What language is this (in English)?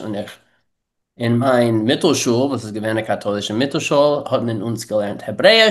Yiddish